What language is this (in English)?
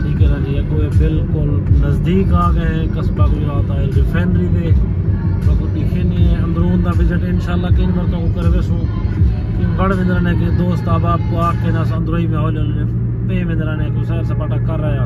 Saraiki